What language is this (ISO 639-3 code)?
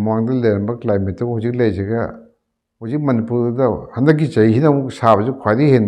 mni